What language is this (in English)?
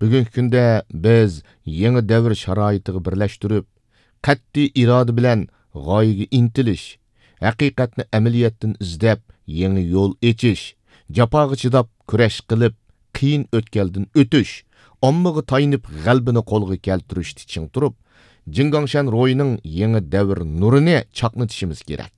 Uyghur